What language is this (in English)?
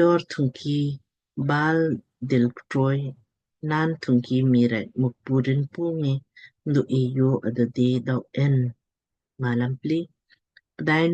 Lamkang